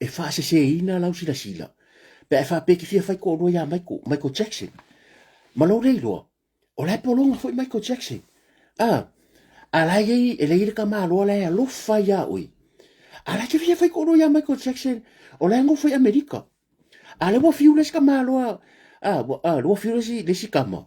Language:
Samoan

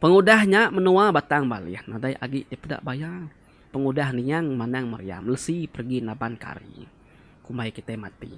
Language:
Iban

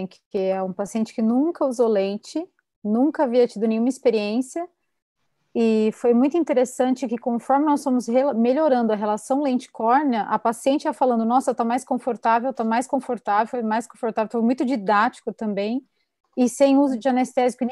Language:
Portuguese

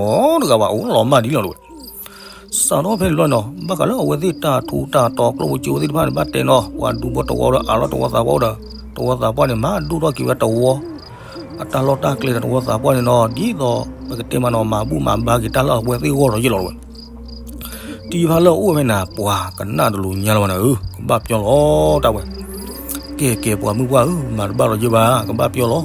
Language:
S'gaw Karen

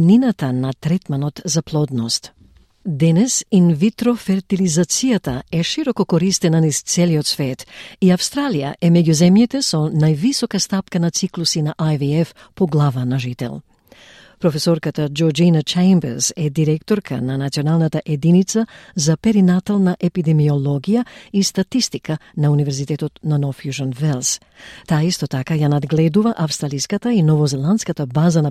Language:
Macedonian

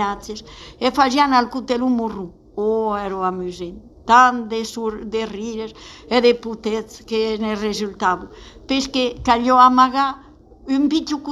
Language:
Occitan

